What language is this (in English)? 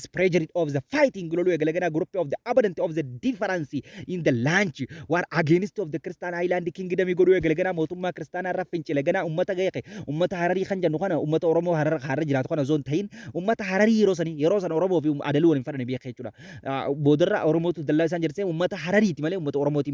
Oromo